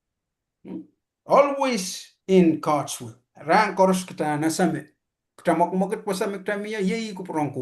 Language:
Pohnpeian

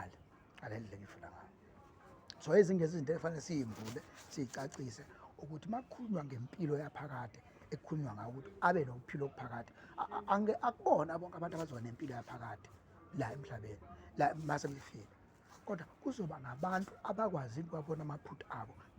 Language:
Zulu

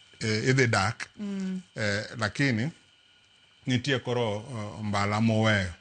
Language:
Luo (Kenya and Tanzania)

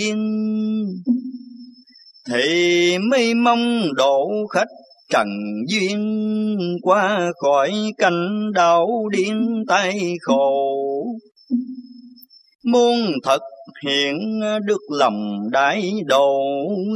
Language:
Vietnamese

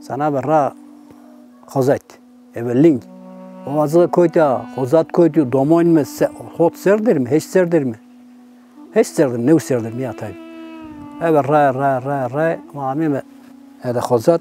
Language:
Zaza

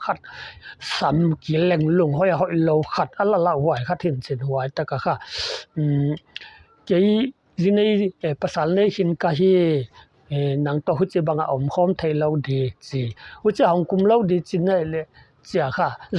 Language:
Paite Chin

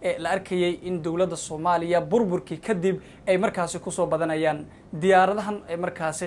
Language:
Somali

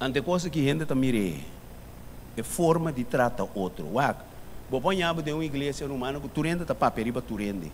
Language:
Papiamento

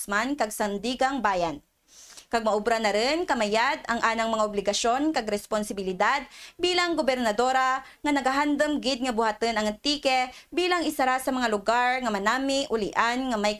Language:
Kinaray-a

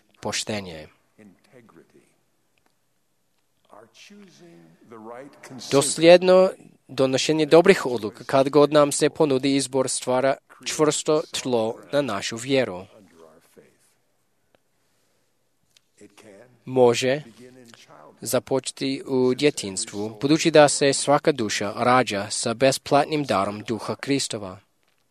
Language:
Croatian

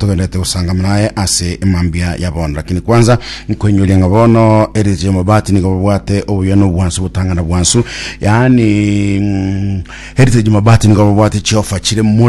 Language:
Gusii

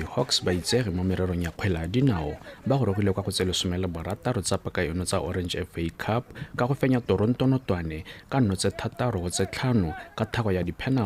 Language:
Tswana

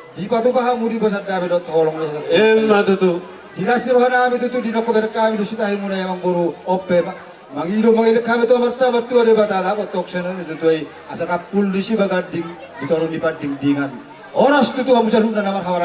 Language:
Batak Toba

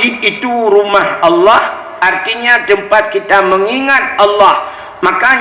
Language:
Achinese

